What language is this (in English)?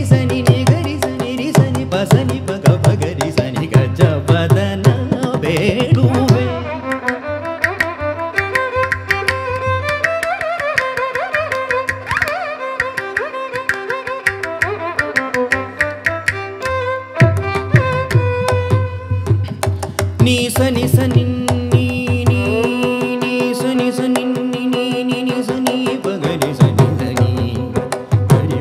Kannada